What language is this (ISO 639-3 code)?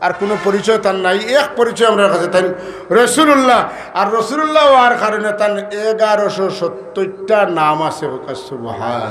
syl